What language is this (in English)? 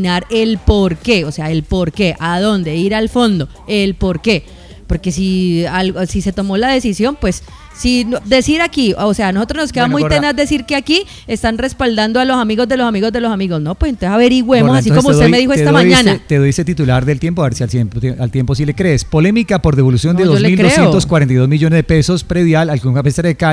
Spanish